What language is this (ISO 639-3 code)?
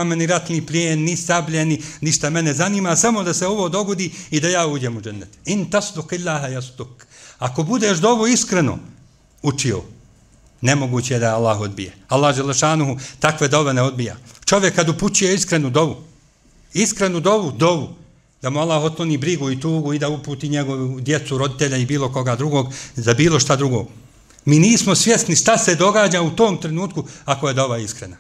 bos